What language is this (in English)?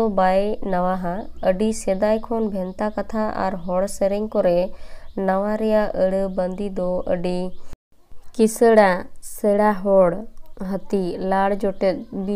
Santali